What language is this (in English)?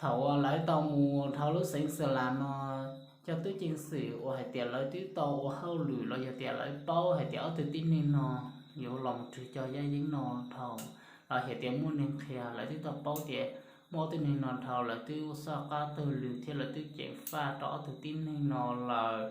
Hmong